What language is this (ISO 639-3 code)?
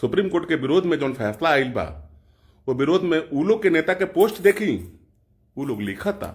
bho